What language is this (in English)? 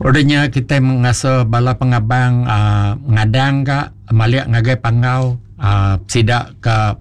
Iban